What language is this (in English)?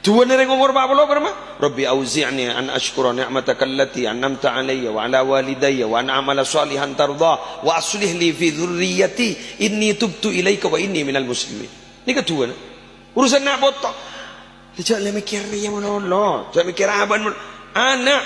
Madurese